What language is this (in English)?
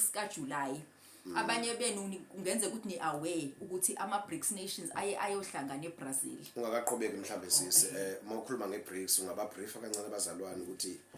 Zulu